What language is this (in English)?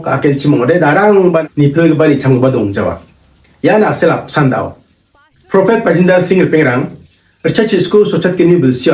Garo